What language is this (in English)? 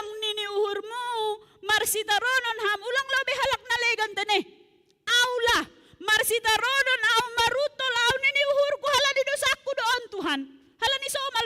Batak Simalungun